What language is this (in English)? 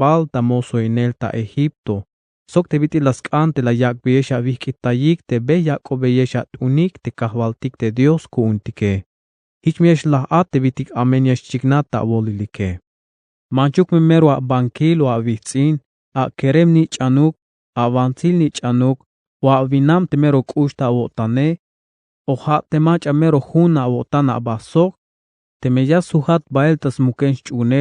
Tzeltal